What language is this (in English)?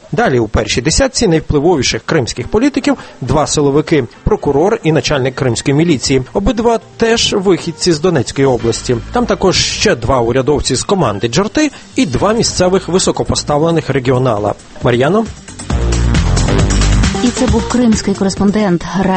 Ukrainian